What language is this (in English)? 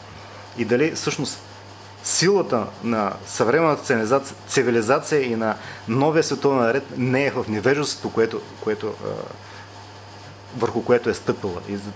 Bulgarian